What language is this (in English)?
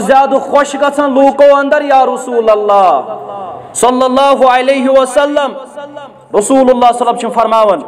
Kashmiri